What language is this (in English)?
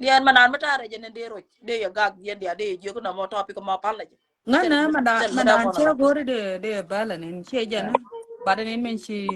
Nuer